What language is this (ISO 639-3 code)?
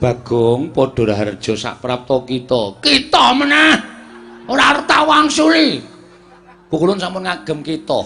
jav